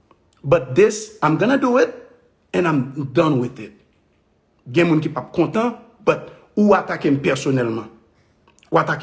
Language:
Haitian Creole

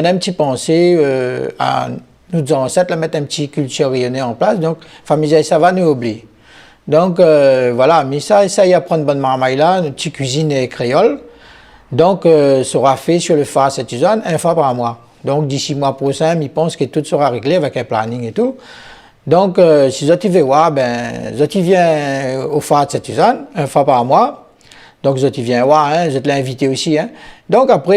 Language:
Réunion Creole French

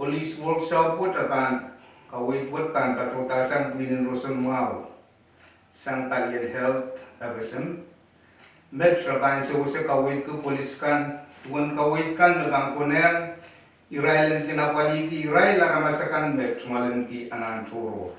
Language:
Pohnpeian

